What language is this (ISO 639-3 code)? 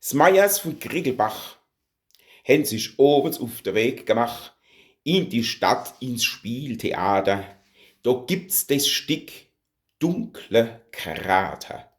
pfl